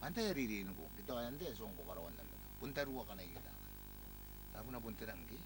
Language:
Gilbertese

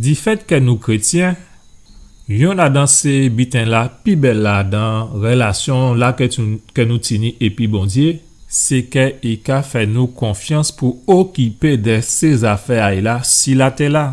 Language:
Guadeloupean Creole French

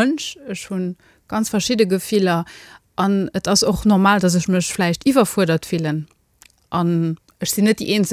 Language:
Luxembourgish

